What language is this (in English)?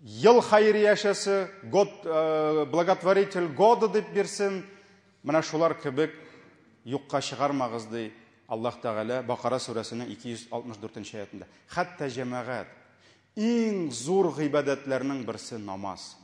Tatar